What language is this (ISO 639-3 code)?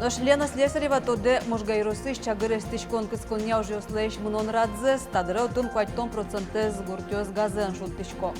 udm